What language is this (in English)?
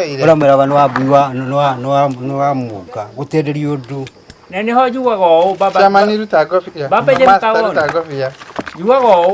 Kikuyu